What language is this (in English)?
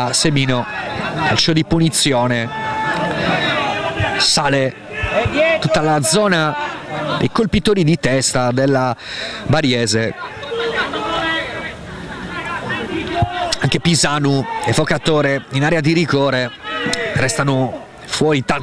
Italian